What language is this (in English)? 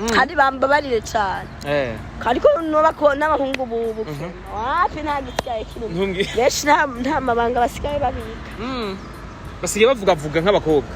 Rundi